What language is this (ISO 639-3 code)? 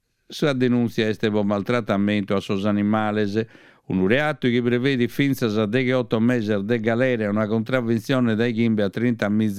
srd